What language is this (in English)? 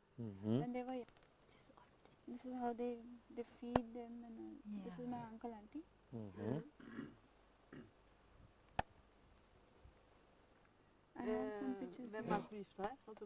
Norwegian